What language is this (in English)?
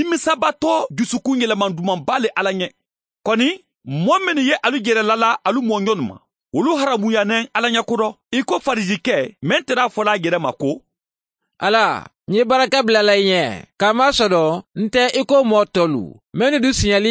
Mandingo